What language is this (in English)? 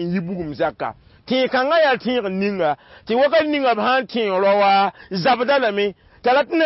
Mossi